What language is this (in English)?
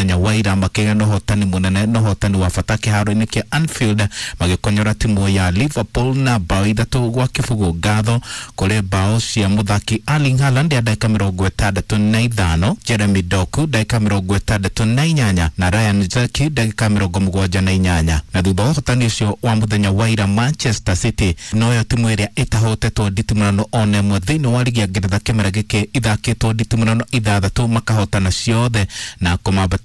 Kikuyu